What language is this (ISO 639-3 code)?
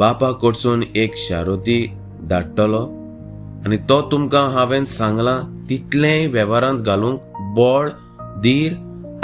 kok